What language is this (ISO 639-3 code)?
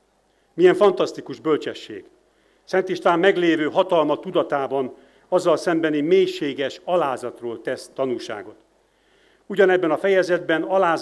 hun